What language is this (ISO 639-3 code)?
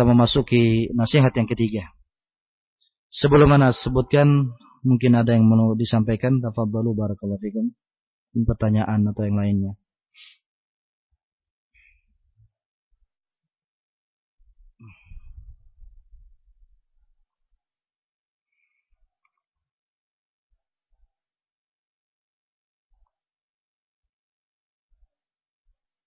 ind